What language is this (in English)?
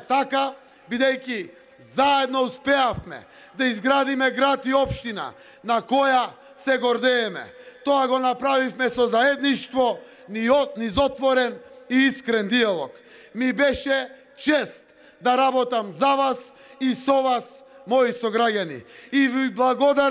Macedonian